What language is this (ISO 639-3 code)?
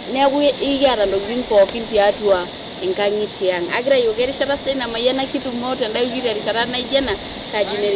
mas